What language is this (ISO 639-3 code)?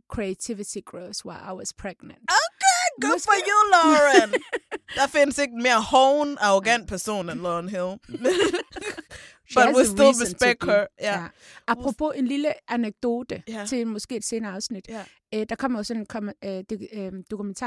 dan